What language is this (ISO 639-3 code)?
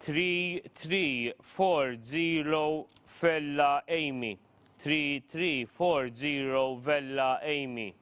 eng